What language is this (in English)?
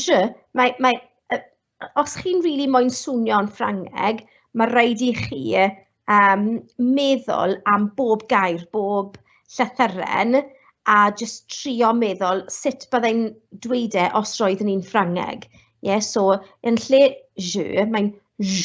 Welsh